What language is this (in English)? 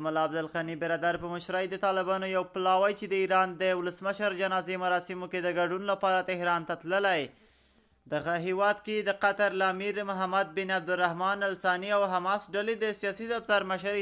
Pashto